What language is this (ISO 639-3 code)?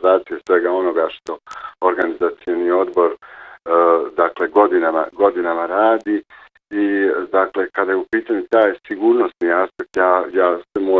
bos